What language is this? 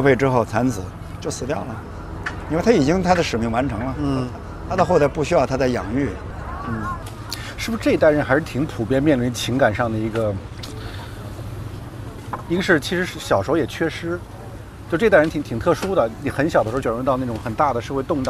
Chinese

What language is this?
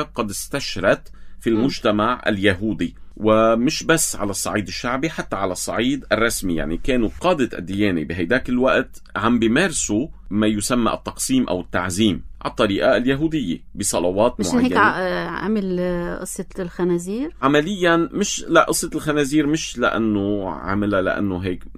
North Levantine Arabic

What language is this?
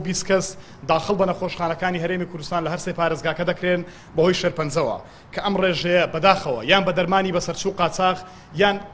Central Kurdish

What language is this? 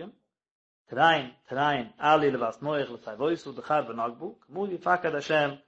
Yiddish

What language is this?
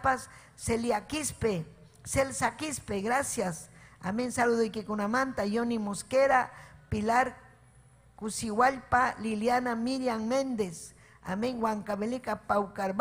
Ayacucho Quechua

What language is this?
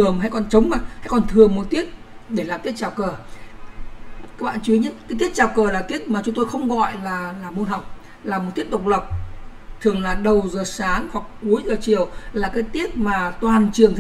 Vietnamese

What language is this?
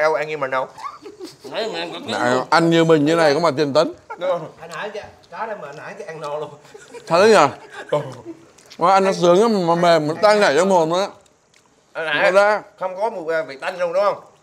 Vietnamese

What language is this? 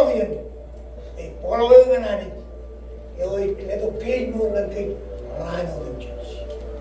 Marshallese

